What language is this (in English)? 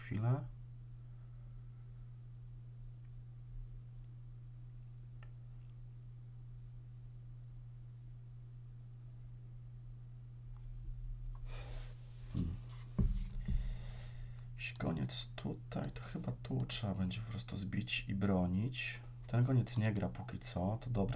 Polish